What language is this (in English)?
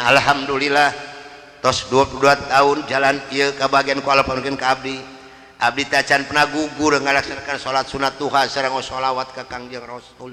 Sundanese